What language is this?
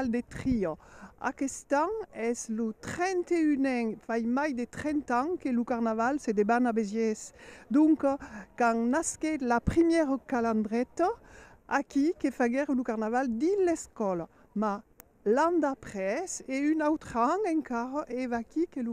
Occitan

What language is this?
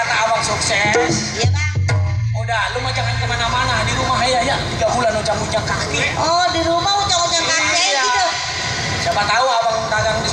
Betawi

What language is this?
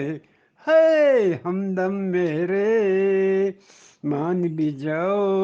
Eastern Balochi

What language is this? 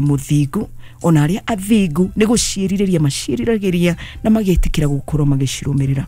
Kikuyu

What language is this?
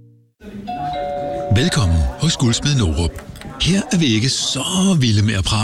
Danish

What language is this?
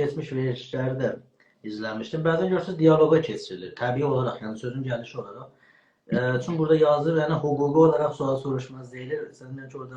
South Azerbaijani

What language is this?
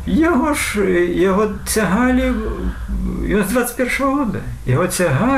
Belarusian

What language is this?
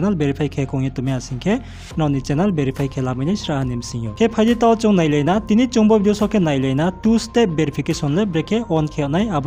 Riang (India)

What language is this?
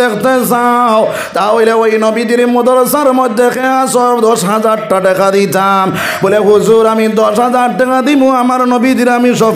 Sylheti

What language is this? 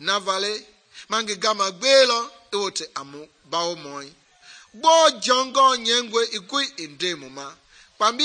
Mende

